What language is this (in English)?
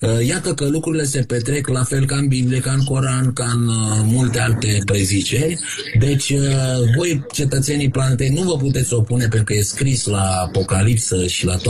Romanian